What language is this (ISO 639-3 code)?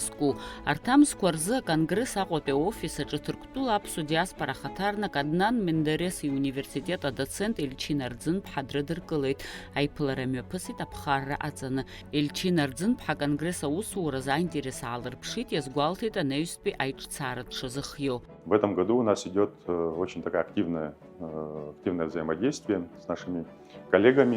abk